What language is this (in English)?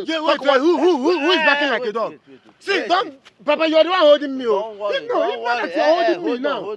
Nigerian Pidgin